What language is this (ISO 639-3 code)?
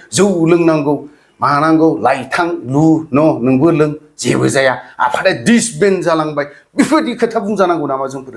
brx